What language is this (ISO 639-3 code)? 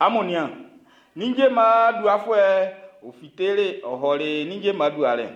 bci